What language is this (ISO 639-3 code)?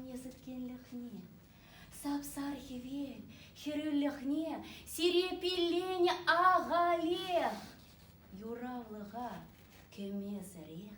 chv